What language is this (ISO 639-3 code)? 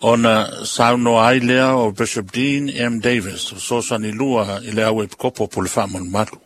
smo